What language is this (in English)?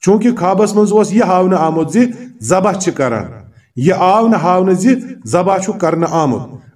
Kashmiri